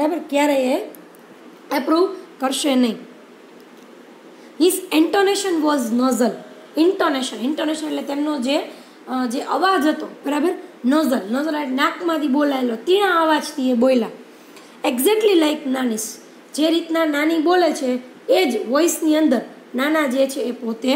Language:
Gujarati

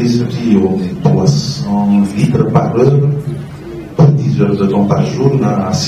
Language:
Malagasy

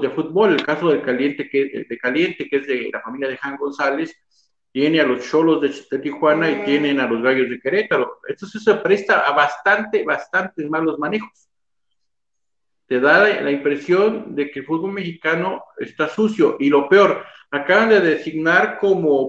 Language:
Spanish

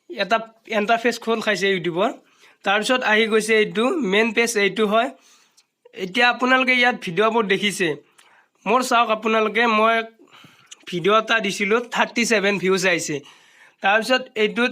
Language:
Assamese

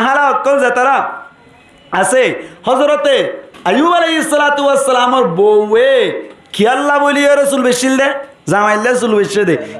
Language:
Rohingya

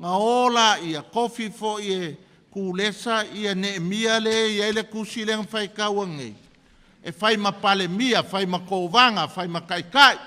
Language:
Samoan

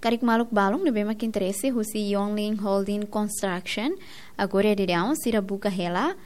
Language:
Tetum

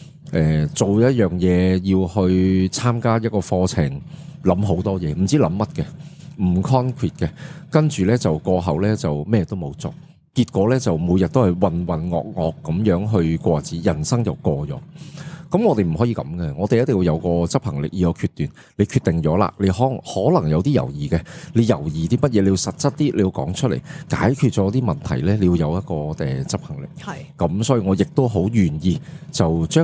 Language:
Cantonese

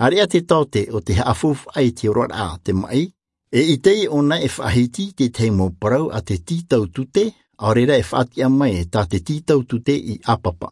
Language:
Tahitian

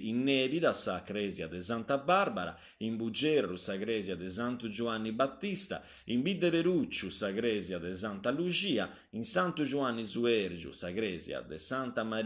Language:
Sardinian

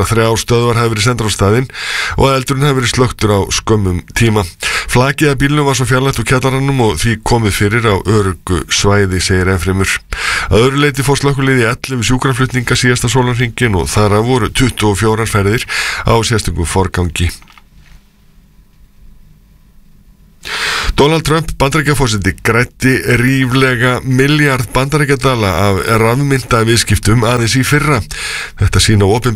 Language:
Icelandic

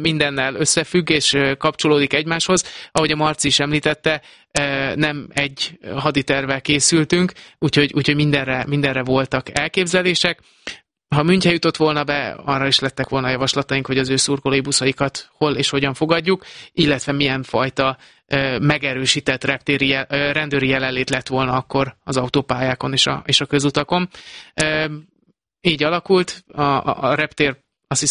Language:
Hungarian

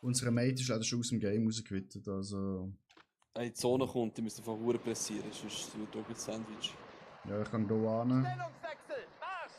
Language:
Swiss German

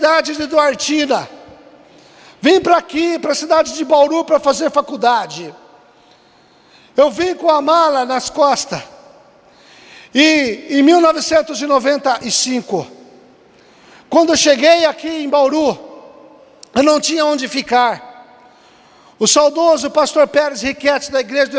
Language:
Portuguese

